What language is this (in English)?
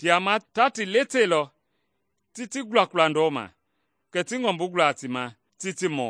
Mende